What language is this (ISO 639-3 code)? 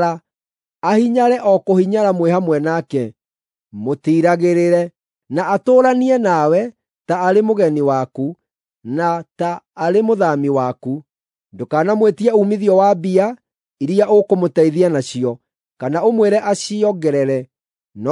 kik